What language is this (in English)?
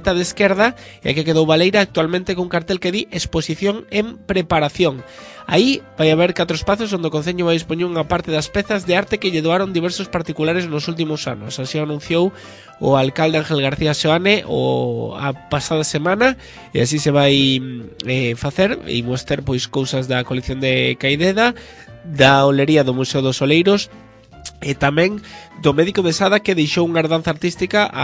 Galician